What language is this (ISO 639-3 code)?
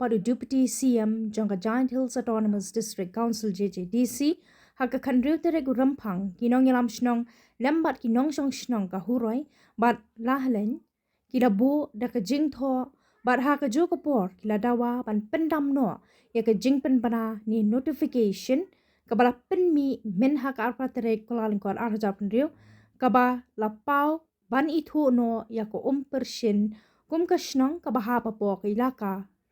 kha